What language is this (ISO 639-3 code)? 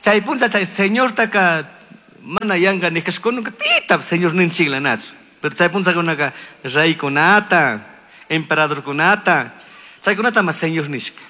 qug